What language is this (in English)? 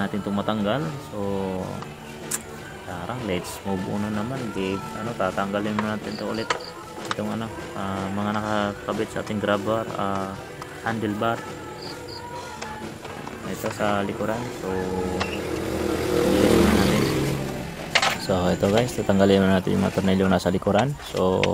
Filipino